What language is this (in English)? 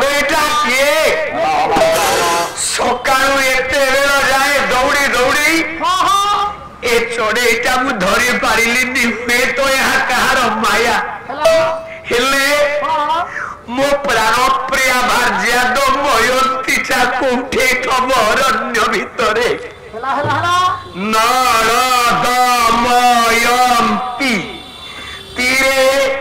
Odia